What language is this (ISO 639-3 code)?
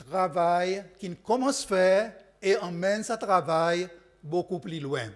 crs